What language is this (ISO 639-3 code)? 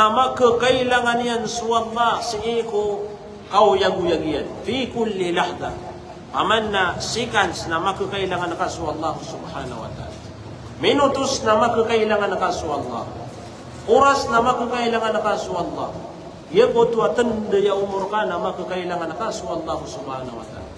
mrw